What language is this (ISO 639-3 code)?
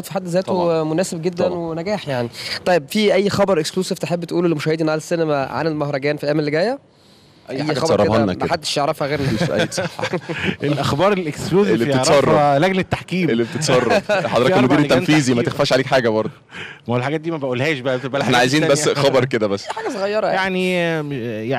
arz